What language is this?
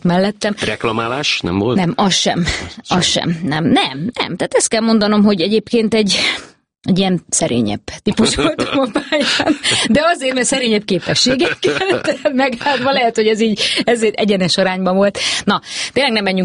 Hungarian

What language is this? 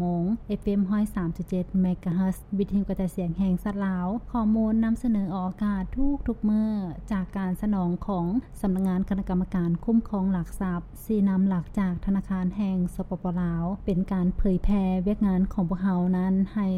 Lao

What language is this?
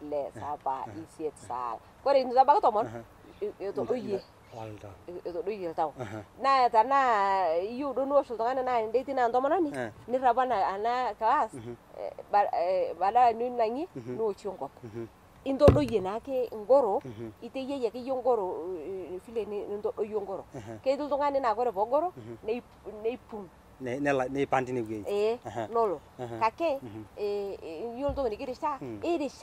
Masai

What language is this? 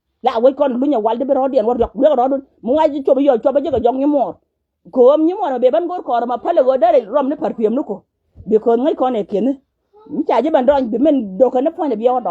Nuer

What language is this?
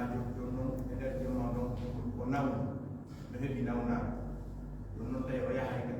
Fula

